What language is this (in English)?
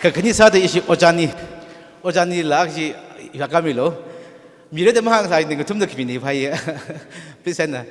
Tangkhul Naga (India)